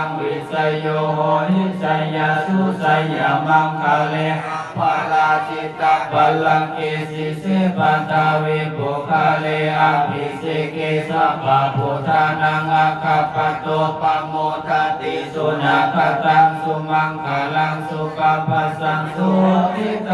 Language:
Pali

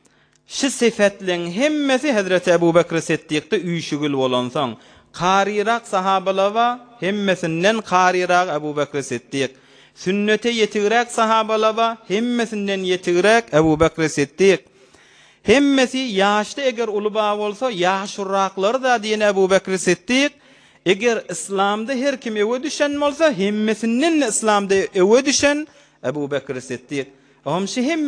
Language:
Turkmen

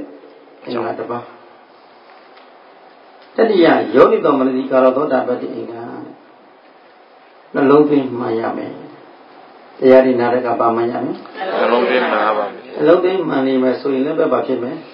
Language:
Burmese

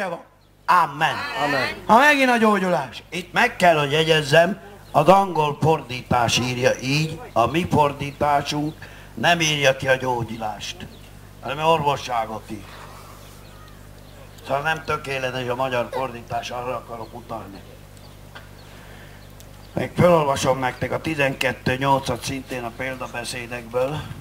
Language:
Hungarian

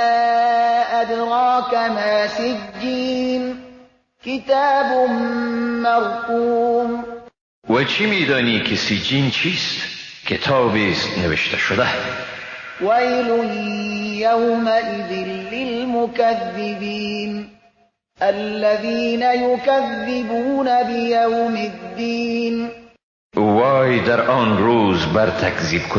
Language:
Persian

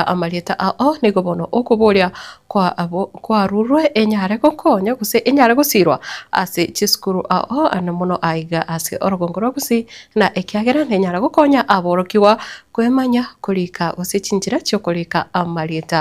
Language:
Gusii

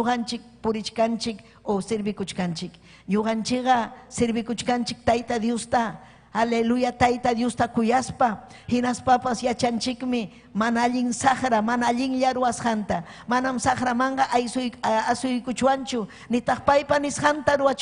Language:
Ayacucho Quechua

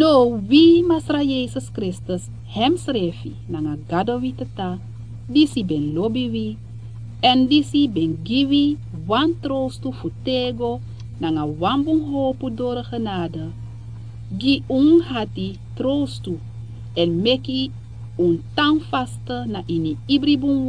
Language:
Sranan Tongo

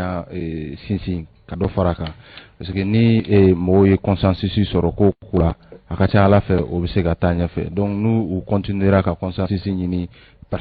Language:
Bambara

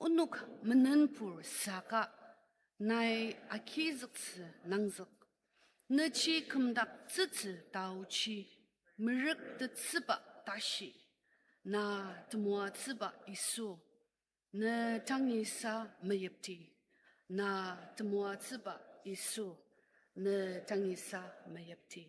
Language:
Ao Naga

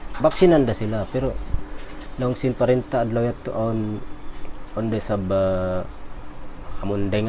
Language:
Tausug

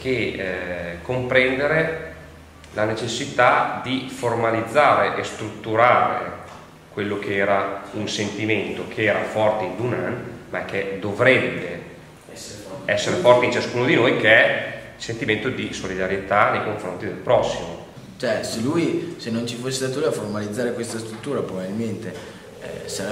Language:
Italian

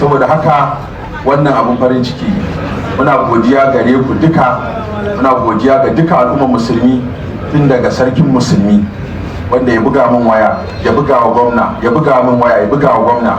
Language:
Hausa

